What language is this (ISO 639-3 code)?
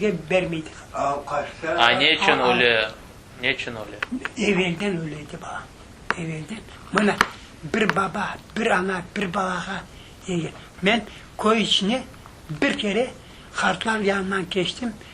crh